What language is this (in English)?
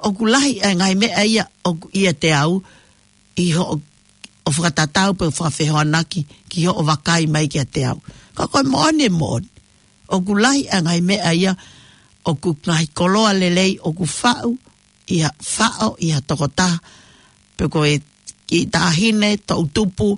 Tongan